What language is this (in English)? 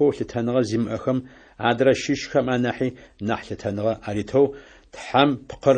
Adyghe